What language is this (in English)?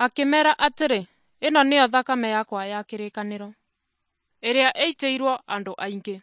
Kikuyu